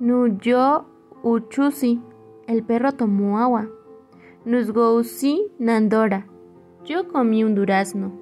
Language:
Central Mazahua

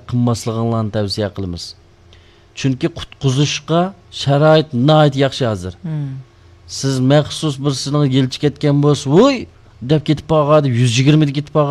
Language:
Uyghur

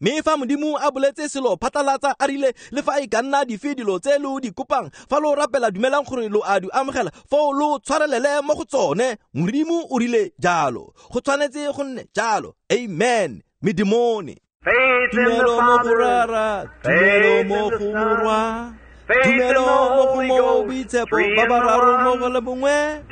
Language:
Tswana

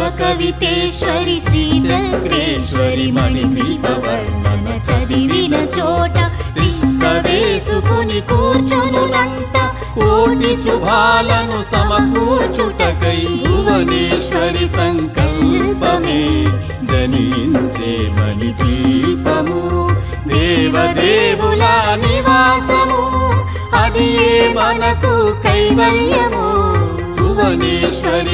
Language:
Telugu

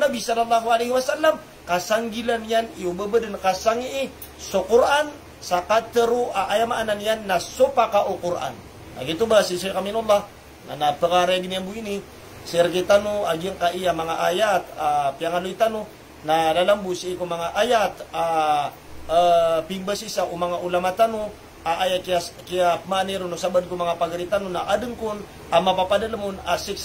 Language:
Maranao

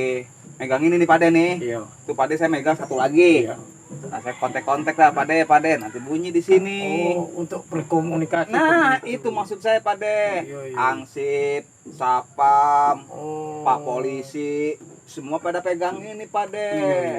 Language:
Betawi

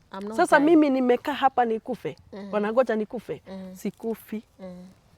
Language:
Kikuyu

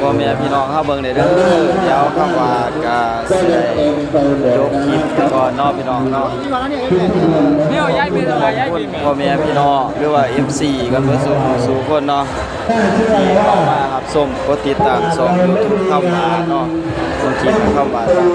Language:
Northeastern Thai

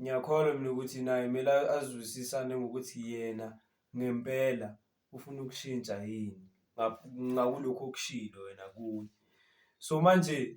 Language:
Zulu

